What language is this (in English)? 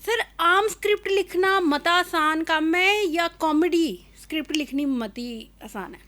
Dogri